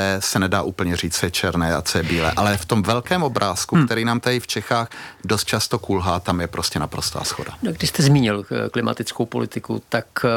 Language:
Czech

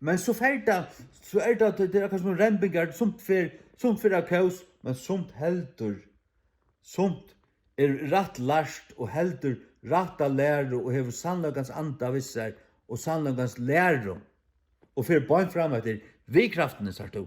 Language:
Faroese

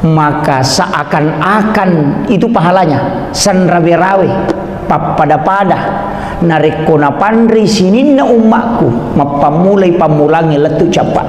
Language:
Buginese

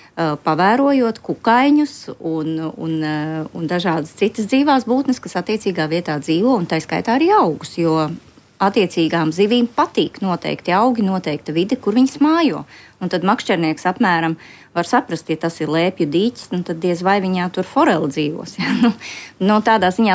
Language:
Latvian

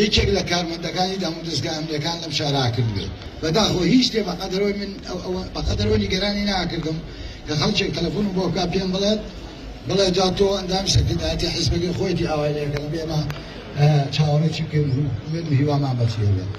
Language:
Central Kurdish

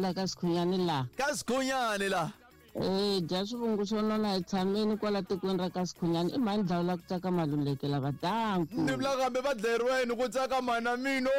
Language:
Tsonga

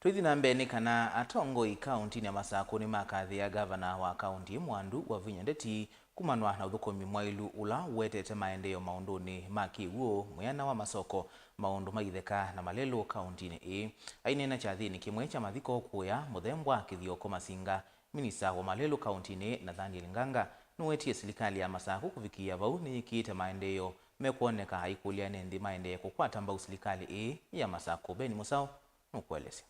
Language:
Kamba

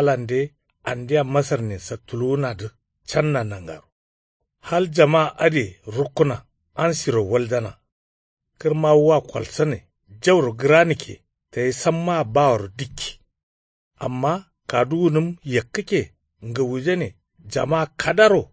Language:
Kanuri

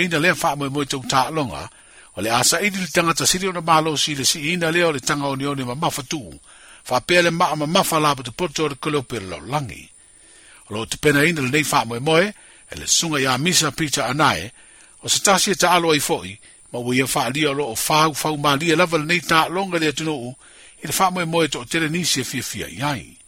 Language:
Samoan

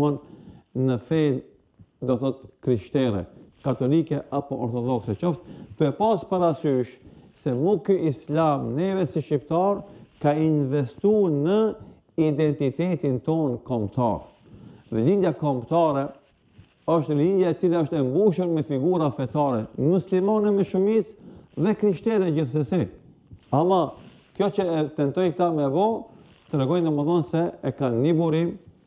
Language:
Albanian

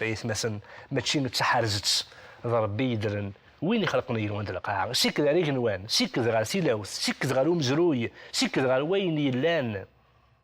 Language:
Kabyle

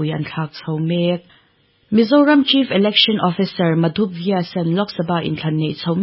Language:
Mizo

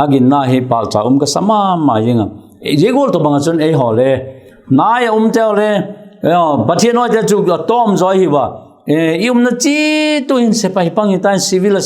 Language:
Vaiphei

